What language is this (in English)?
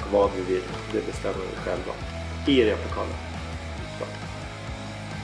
Swedish